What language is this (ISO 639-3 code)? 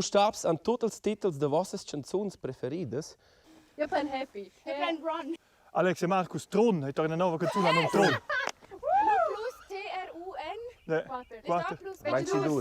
roh